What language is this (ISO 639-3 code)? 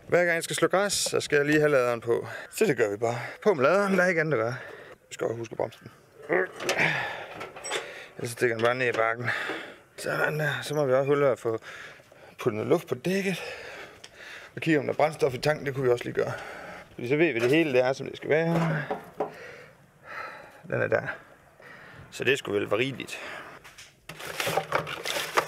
dan